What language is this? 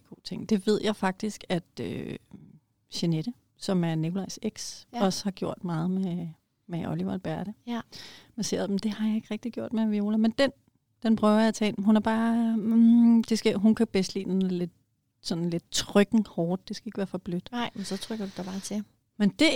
Danish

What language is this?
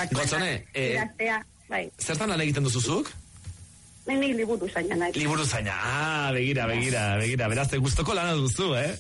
Basque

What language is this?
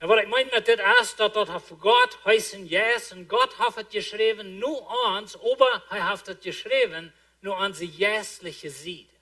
Plautdietsch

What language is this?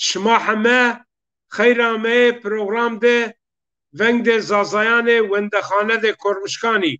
Zaza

